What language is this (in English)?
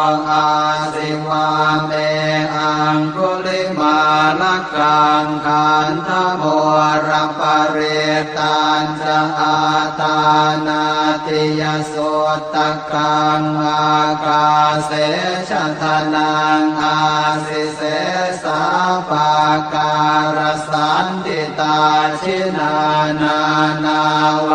Pali